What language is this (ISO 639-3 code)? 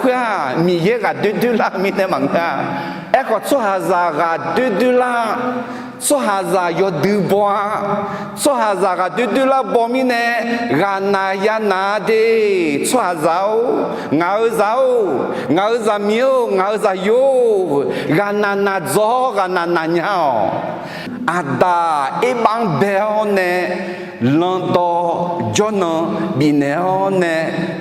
ahk